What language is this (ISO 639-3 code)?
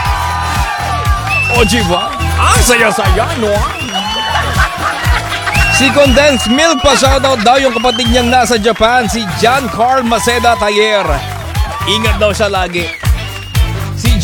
fil